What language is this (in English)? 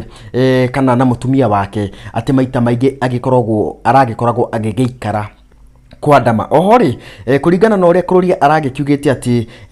Kikuyu